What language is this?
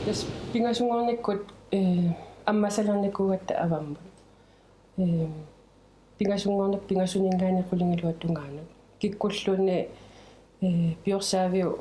Kalaallisut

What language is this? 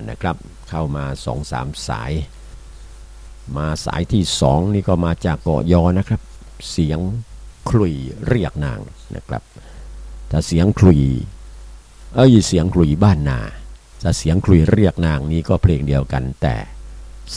Thai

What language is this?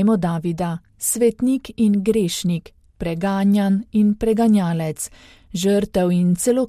Slovenian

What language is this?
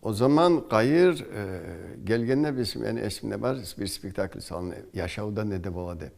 Kumyk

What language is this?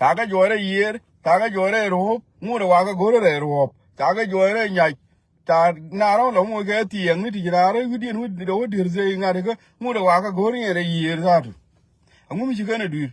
Nuer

